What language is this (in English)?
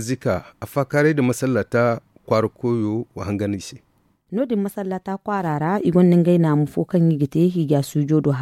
Zarma